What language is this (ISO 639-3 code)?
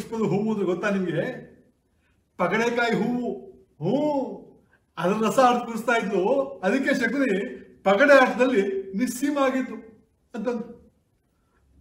kan